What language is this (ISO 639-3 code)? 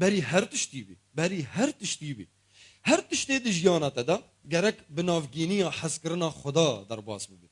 kur